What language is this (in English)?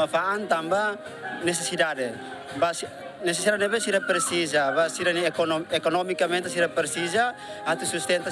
Tetum